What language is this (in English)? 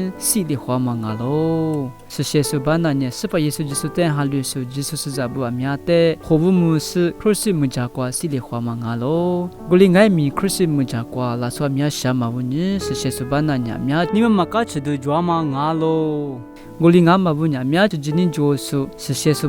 Lisu